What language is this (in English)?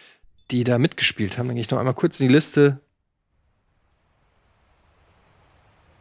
German